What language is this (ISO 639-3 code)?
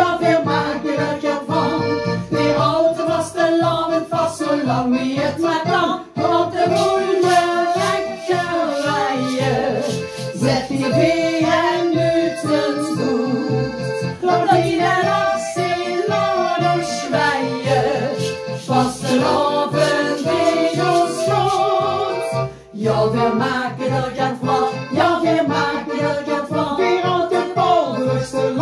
lim